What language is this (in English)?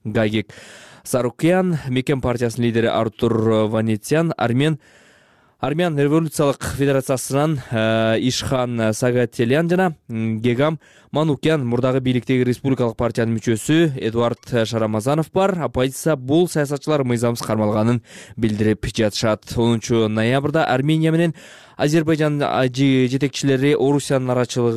Kyrgyz